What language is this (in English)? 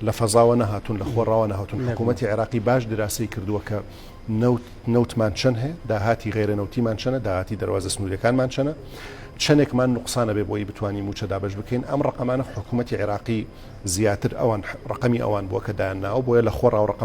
Central Kurdish